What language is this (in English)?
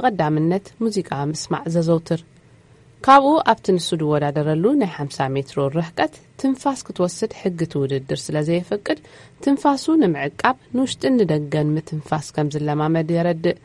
Tigrinya